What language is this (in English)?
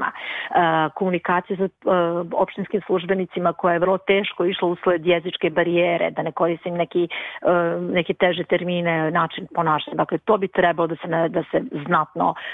Serbian